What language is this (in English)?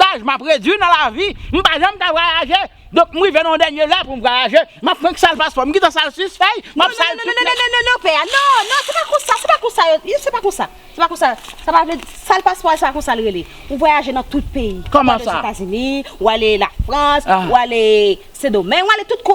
Haitian Creole